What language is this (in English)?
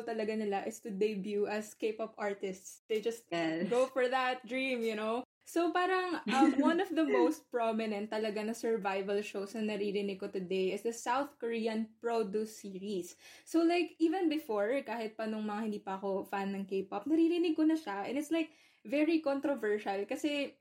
Filipino